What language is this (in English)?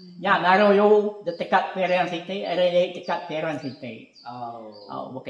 Iban